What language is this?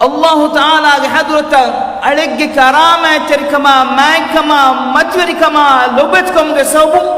Divehi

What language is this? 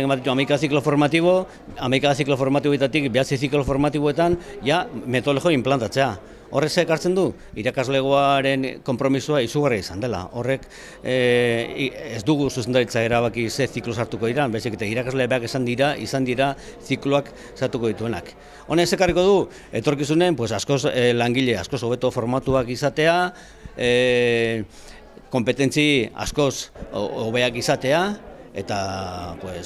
Basque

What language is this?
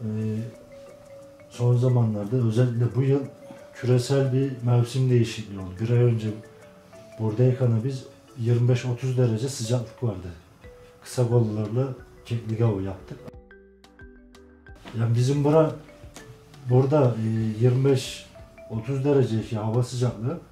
Turkish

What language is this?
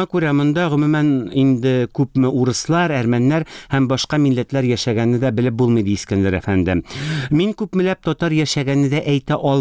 Tatar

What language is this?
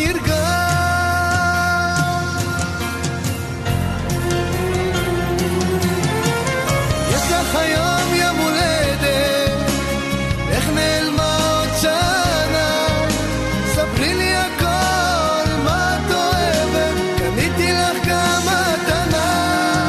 Hebrew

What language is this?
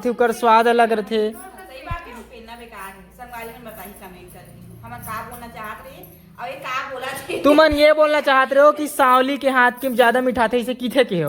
Chhattisgarhi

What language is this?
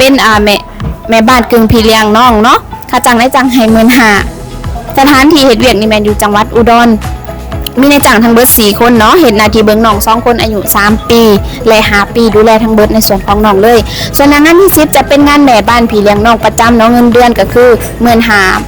Lao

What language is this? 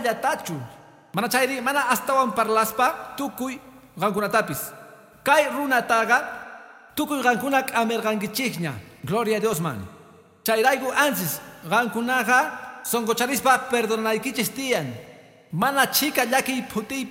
Quechua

